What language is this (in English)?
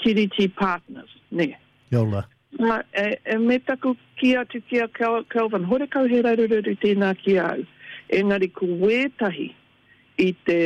Māori